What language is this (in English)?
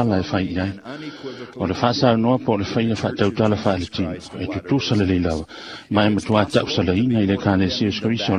Samoan